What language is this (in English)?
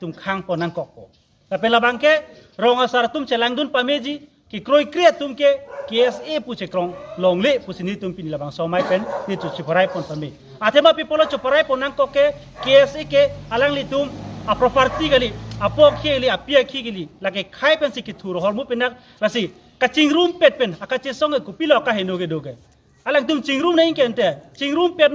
Karbi